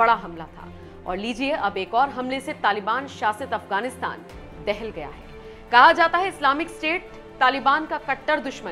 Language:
Hindi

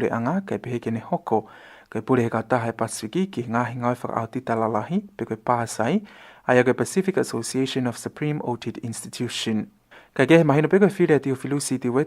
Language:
Tongan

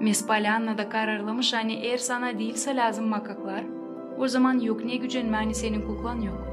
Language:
Gagauz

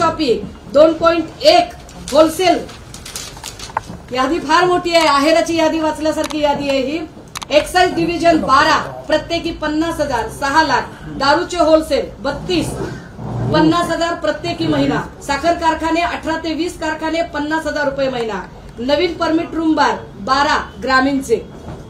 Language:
Marathi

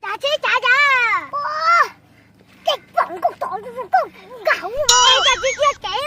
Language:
Hmong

